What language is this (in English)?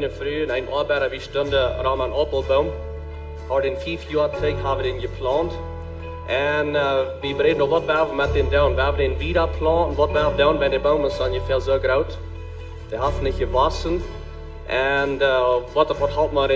Plautdietsch